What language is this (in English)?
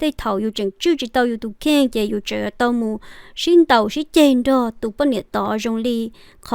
Hmong